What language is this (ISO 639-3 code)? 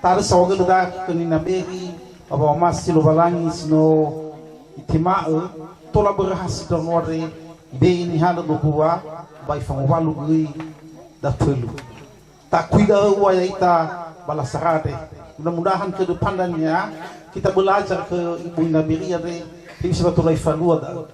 nia